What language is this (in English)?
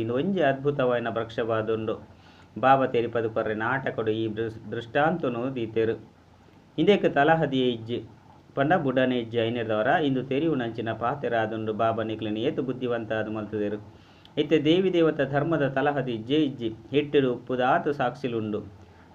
Tulu